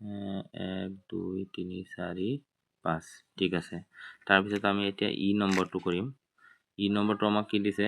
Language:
Assamese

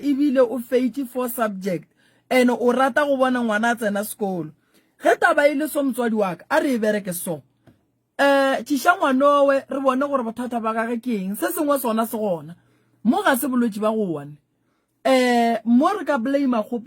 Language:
Northern Sotho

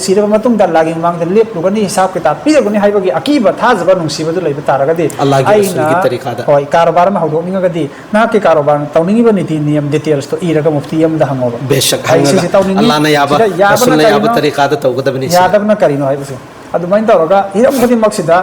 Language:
Manipuri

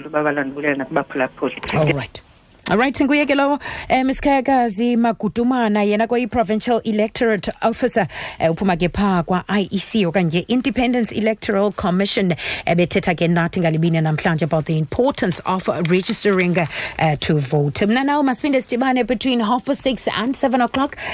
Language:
Xhosa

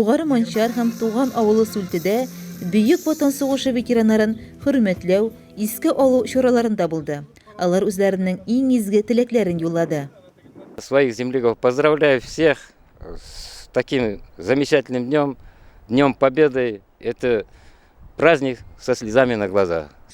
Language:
Tatar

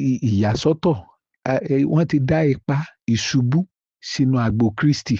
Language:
Yoruba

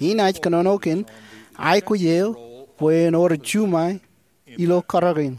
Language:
Marshallese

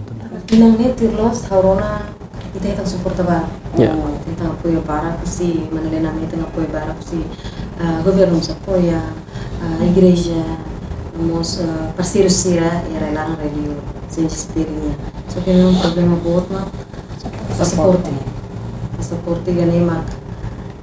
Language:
Tetum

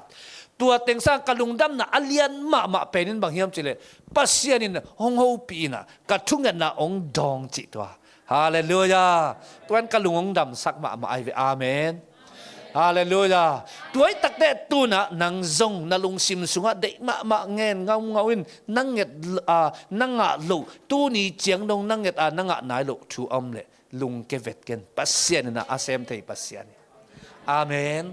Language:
Tedim Chin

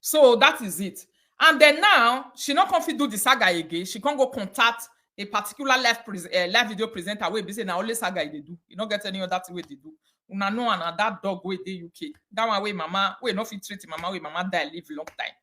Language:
Nigerian Pidgin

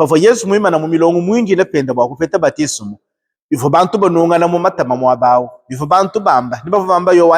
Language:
Luba-Lulua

